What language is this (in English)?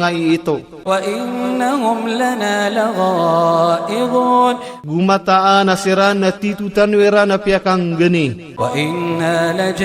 Iranun (Philippines)